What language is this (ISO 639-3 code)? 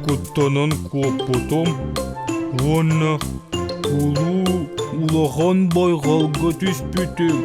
sah